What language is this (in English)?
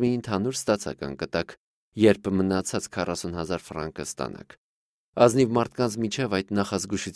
Armenian